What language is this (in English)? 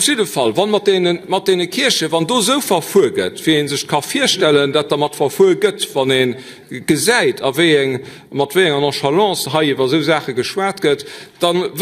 Luxembourgish